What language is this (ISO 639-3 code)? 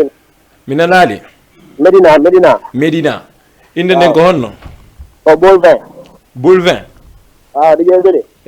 ful